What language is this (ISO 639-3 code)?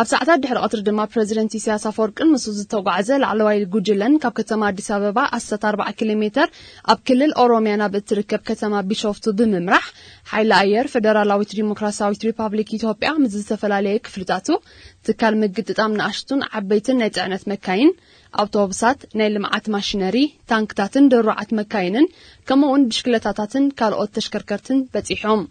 tir